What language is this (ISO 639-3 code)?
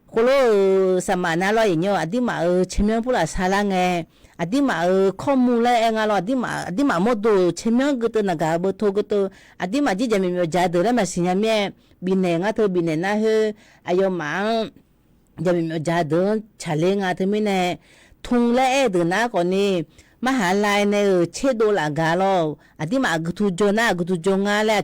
ahk